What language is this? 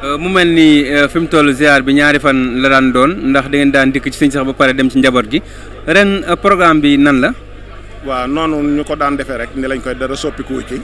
Wolof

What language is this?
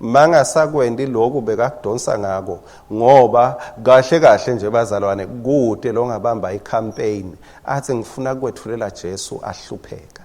Swati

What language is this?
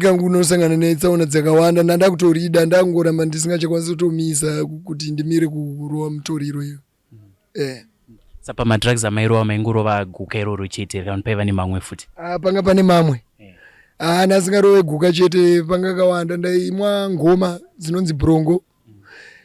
Shona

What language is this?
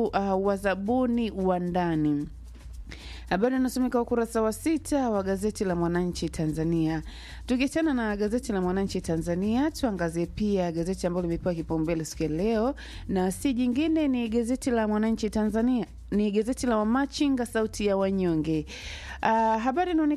Swahili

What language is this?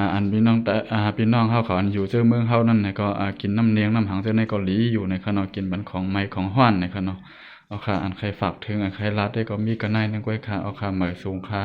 Shan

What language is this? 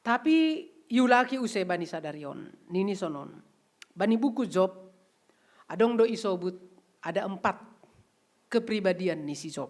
Batak Simalungun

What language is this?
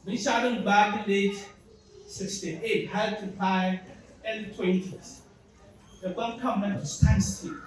Dagbani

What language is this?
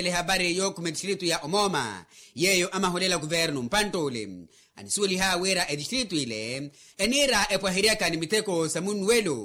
Makhuwa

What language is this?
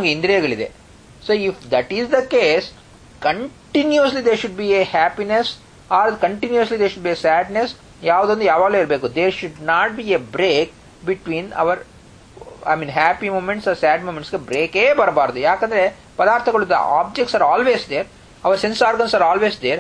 Kannada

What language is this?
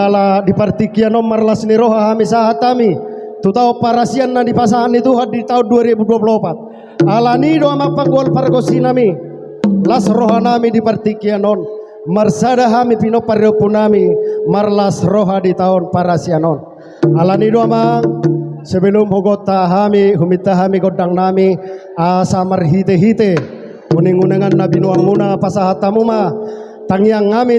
Batak Toba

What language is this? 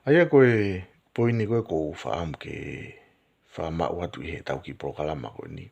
Tongan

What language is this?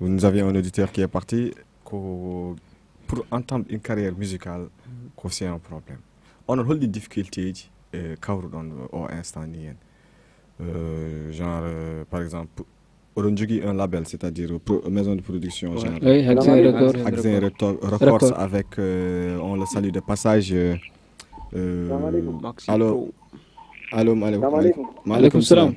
Fula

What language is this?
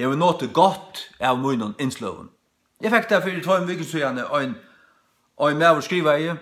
Faroese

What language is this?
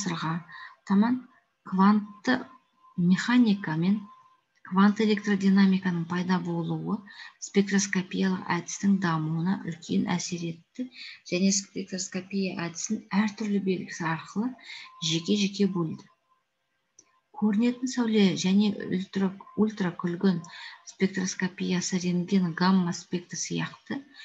Kazakh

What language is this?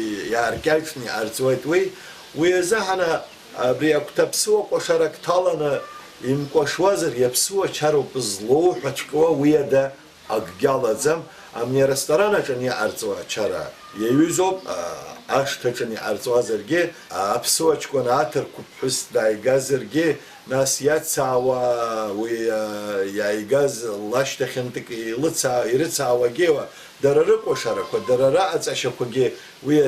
Abkhazian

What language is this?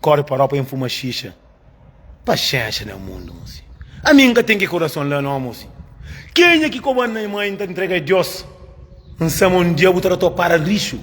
Kabuverdianu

